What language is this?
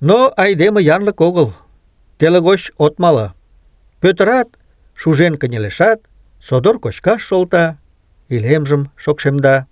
Mari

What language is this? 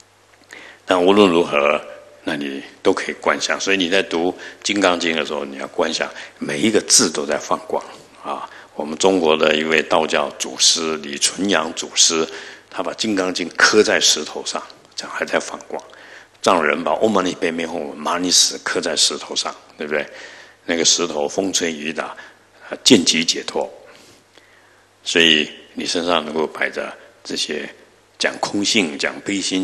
Chinese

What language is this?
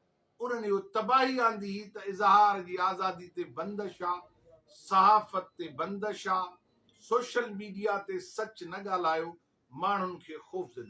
Sindhi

